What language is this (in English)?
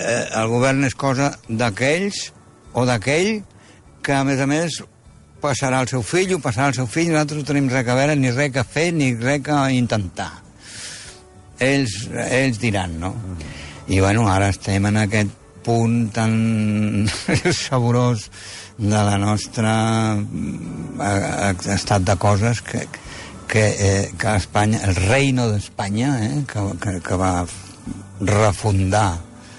Catalan